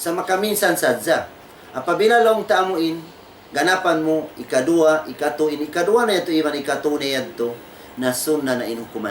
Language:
Tausug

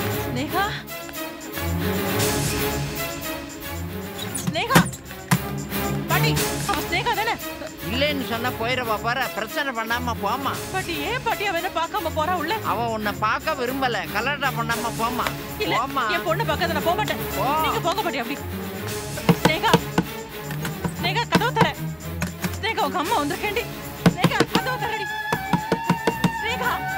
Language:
Tamil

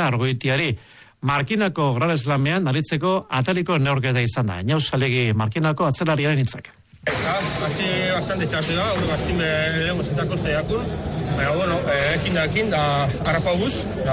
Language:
Basque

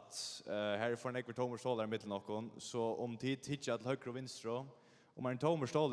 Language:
Faroese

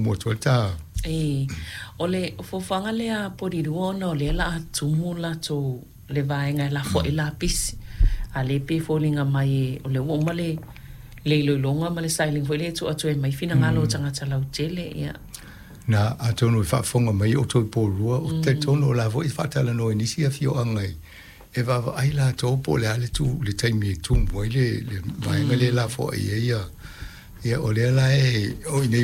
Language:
Samoan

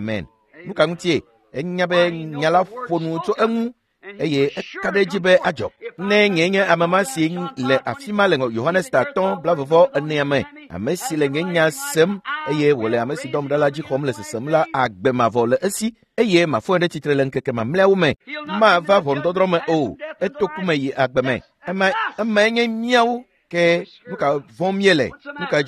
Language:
Ewe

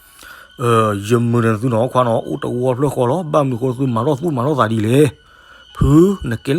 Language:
S'gaw Karen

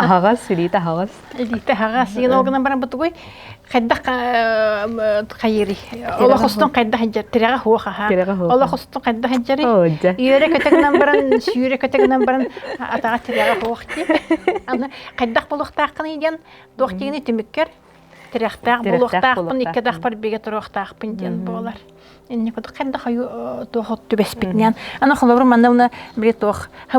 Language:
Yakut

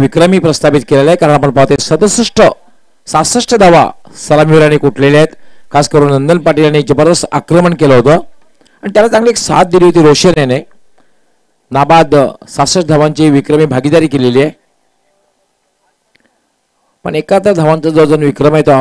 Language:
Marathi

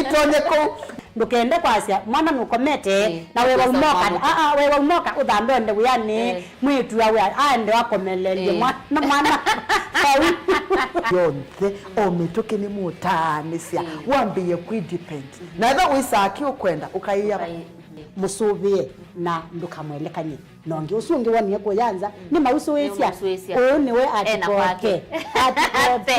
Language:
Kamba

